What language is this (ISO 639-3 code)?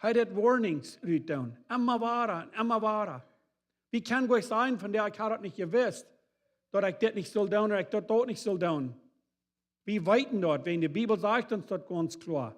pdt